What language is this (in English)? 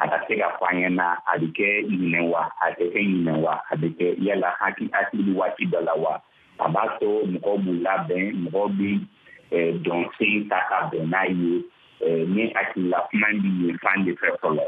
Bambara